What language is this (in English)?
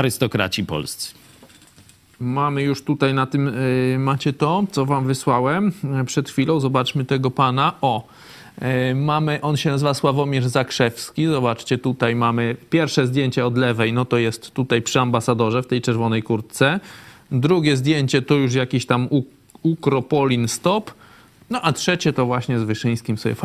Polish